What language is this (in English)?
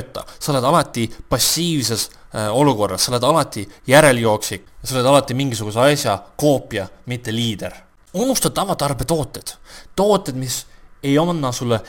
Estonian